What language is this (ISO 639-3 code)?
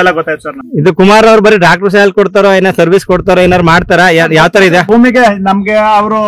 kan